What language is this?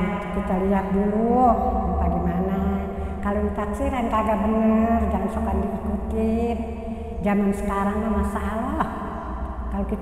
Betawi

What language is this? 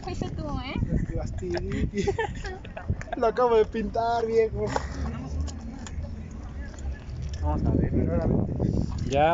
Spanish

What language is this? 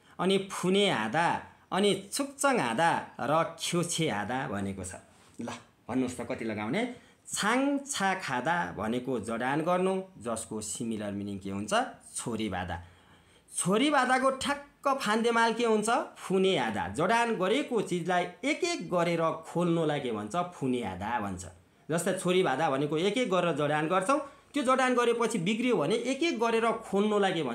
Nepali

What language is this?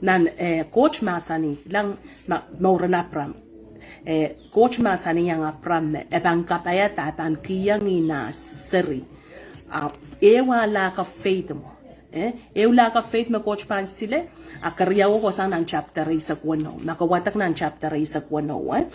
Pohnpeian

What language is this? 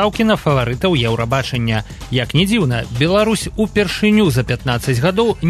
Belarusian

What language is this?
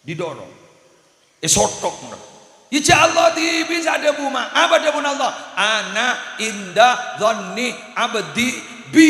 Madurese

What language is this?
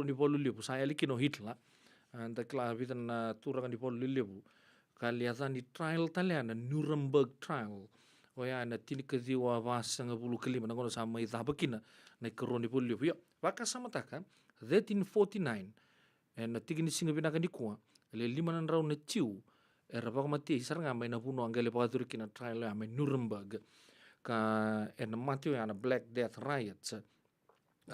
Fijian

